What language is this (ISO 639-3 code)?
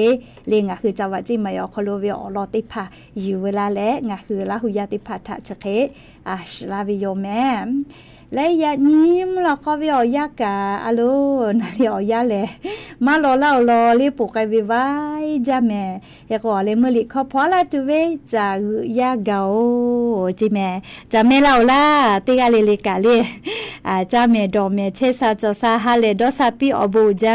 lhu